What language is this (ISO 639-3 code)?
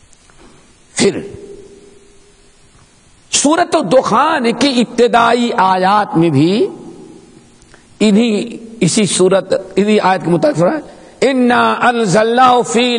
urd